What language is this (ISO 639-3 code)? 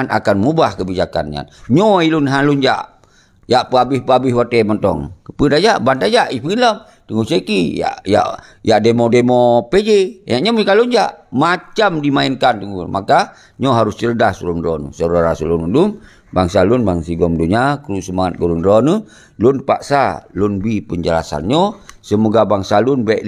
ace